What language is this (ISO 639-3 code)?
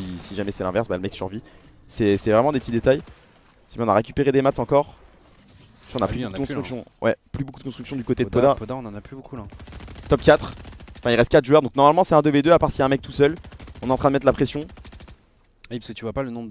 fra